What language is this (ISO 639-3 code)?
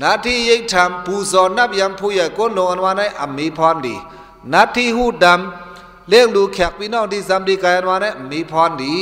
shn